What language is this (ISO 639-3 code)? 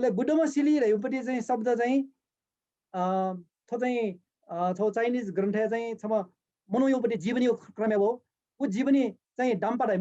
new